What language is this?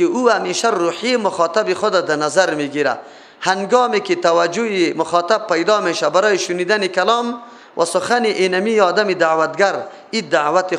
Persian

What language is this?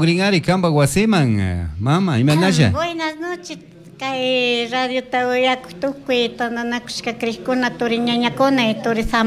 Chimborazo Highland Quichua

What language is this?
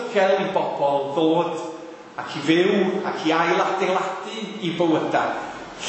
Welsh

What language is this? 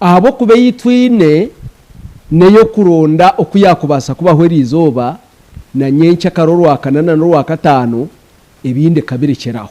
Nyankole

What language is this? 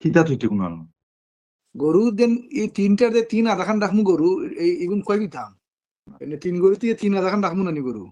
Sylheti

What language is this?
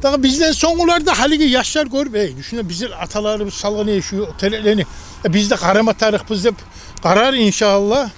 Kumyk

